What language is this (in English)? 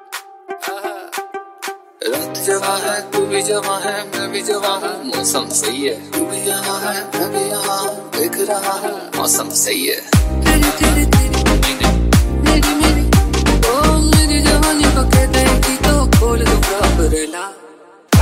Hindi